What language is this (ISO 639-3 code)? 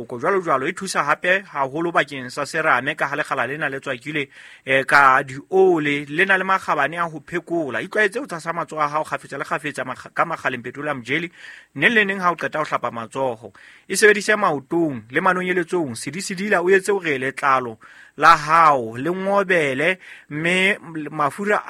sot